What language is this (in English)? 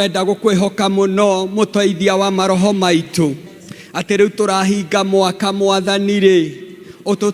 Kikuyu